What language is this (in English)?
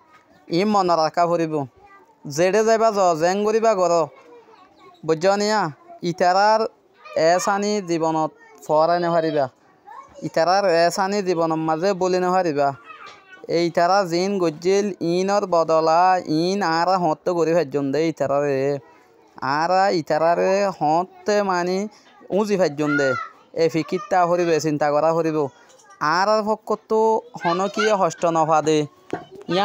Rohingya